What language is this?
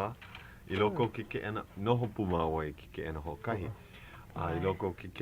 Hawaiian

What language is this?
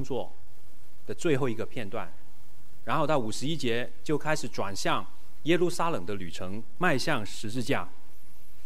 Chinese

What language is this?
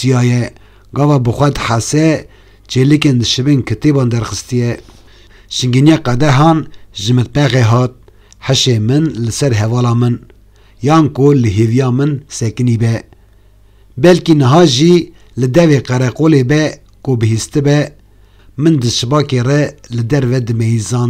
Kurdish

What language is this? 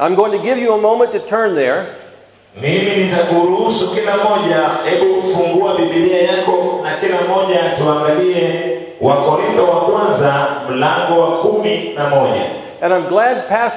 Swahili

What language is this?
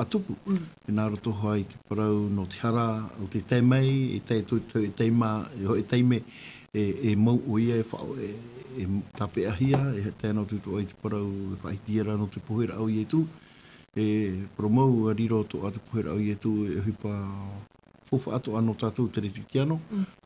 Tahitian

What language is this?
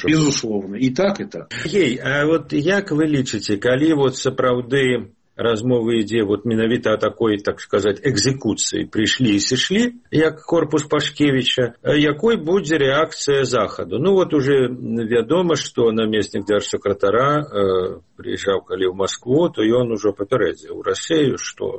Belarusian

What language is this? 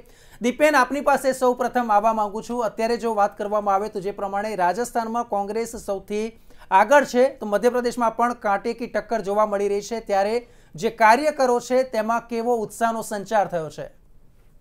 Gujarati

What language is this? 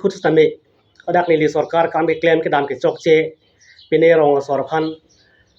Karbi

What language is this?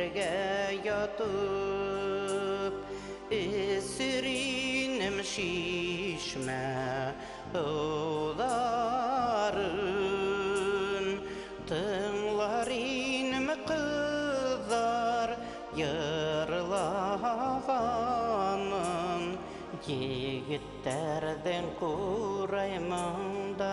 Bashkir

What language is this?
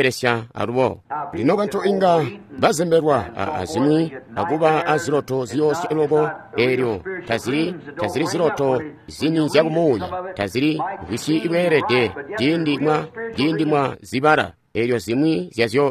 Tonga (Zambia)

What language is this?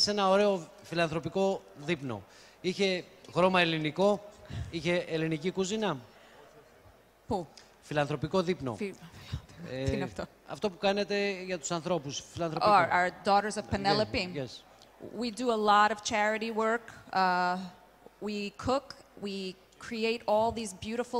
Greek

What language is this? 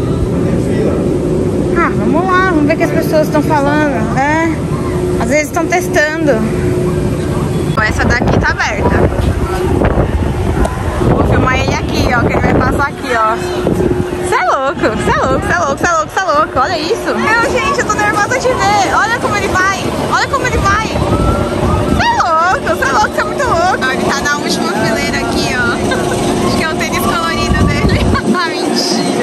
Portuguese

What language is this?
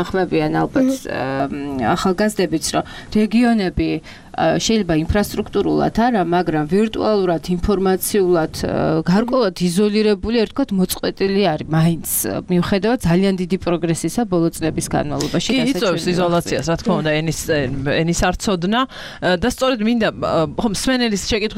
Georgian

